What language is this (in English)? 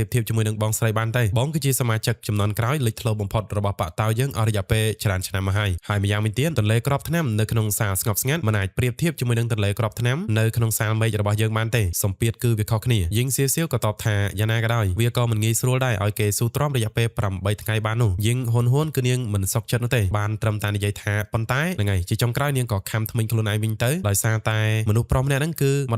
Khmer